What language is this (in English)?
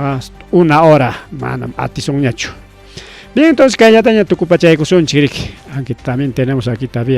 Ayacucho Quechua